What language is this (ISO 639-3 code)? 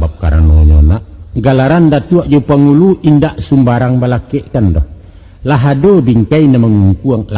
min